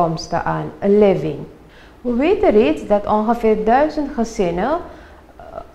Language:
Dutch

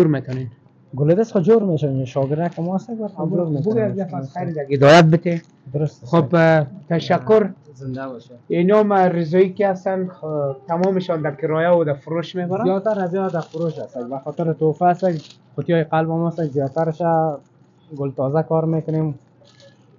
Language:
Persian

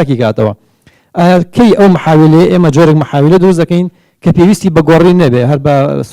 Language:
Central Kurdish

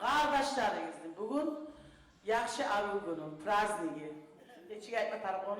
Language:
Kumyk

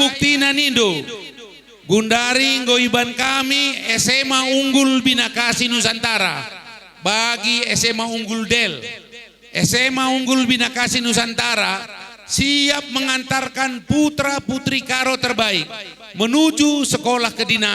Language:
Batak Karo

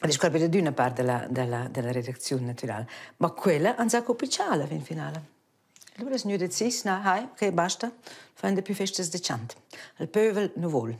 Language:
Romansh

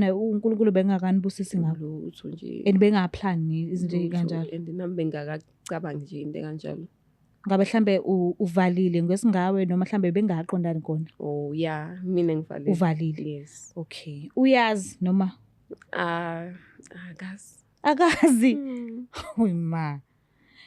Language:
Zulu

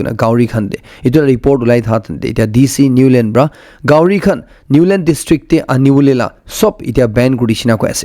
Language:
Naga Pidgin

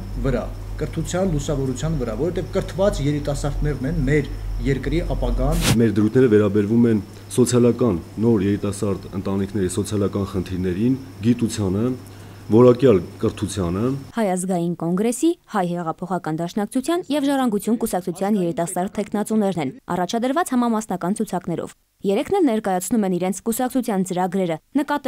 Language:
Armenian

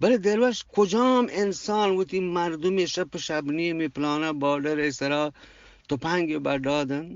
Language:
Eastern Balochi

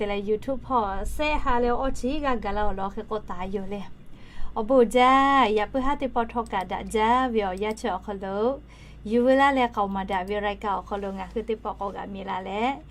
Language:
Lahu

